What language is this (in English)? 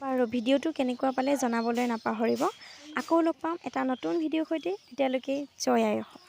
Assamese